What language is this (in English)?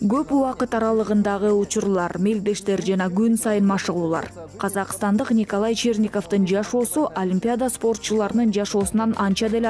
Kyrgyz